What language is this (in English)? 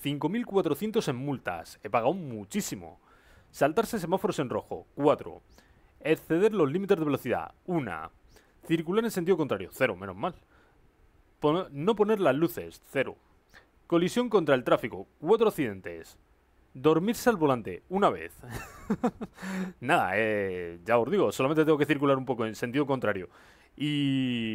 Spanish